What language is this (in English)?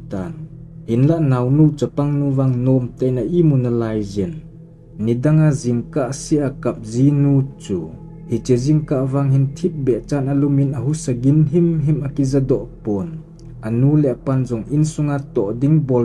Thado Chin